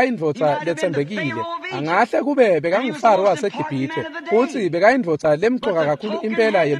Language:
Swati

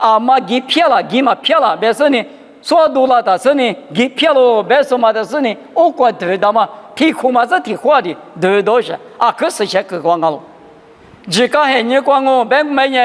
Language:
Lisu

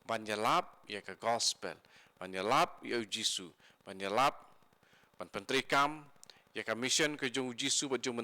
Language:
Khasi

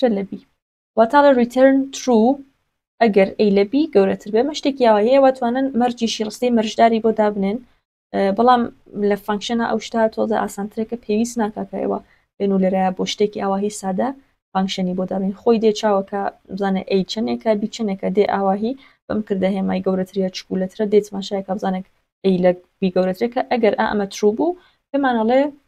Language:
Central Kurdish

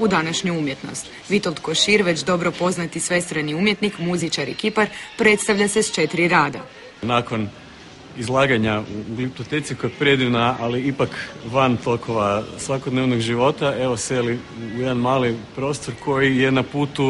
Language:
Croatian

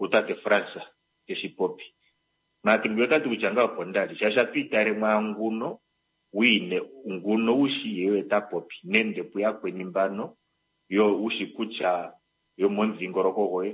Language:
Kuanyama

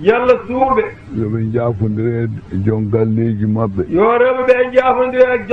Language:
Fula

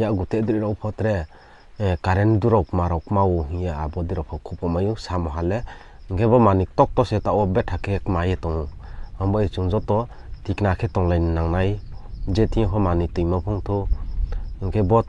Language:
Riang (India)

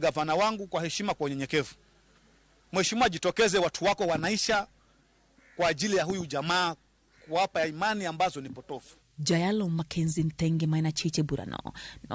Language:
Luo (Kenya and Tanzania)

